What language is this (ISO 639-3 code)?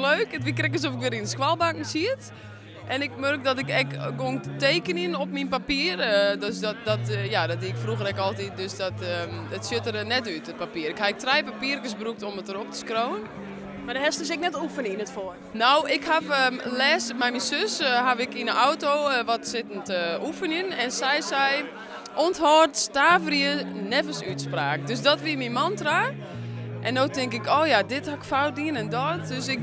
fry